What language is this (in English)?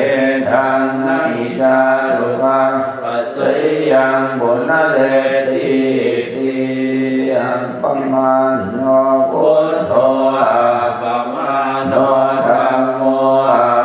Pali